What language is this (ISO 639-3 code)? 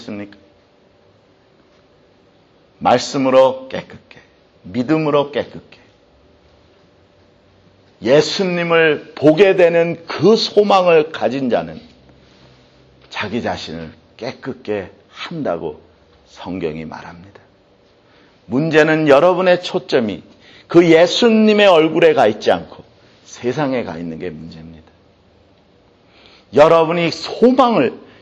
kor